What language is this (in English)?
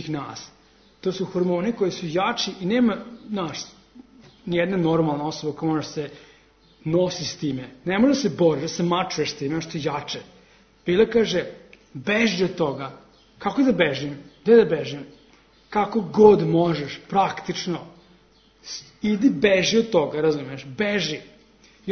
Serbian